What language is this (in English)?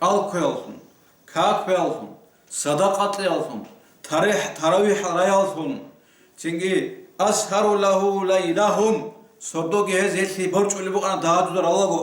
Avaric